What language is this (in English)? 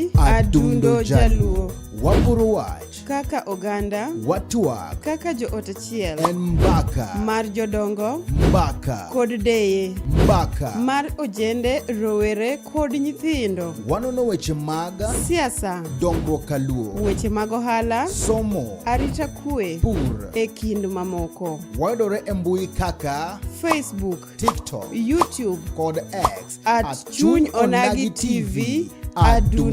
Luo (Kenya and Tanzania)